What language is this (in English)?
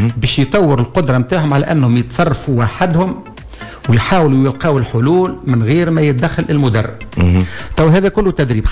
Tunisian Arabic